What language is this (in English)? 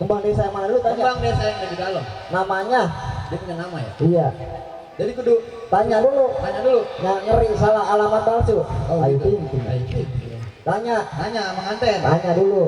Betawi